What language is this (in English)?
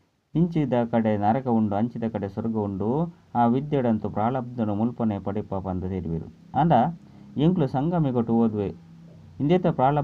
Tulu